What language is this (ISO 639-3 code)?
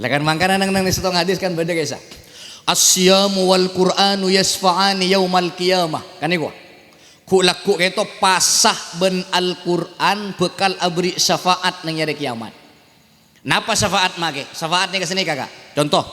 mad